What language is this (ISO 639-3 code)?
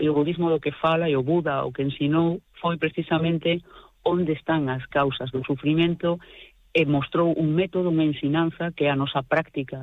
glg